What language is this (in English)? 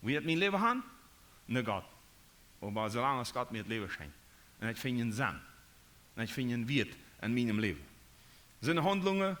Plautdietsch